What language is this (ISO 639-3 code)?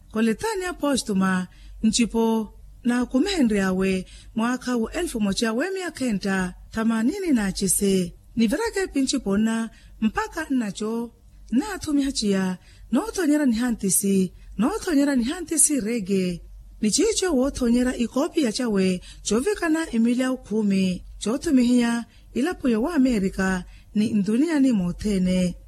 vmw